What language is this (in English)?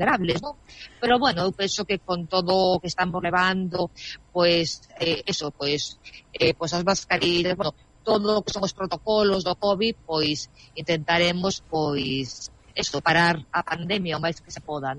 Galician